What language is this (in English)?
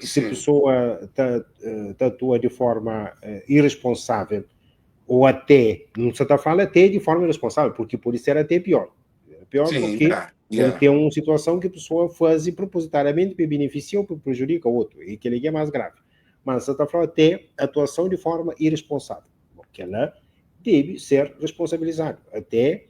Kabuverdianu